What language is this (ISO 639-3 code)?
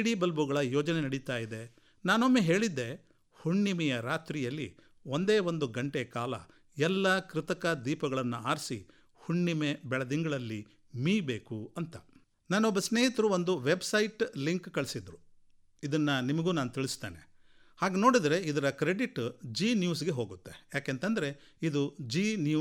kan